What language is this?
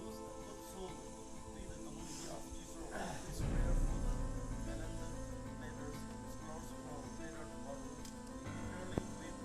Naga Pidgin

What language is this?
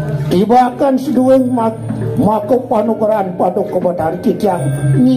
Balinese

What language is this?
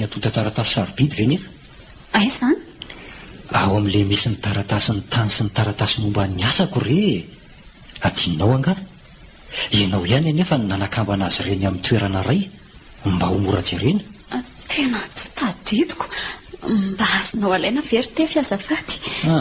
Malagasy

